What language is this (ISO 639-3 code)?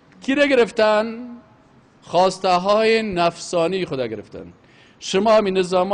fas